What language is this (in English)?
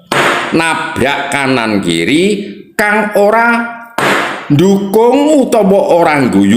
Javanese